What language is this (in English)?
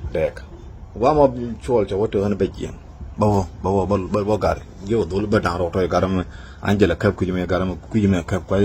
Nuer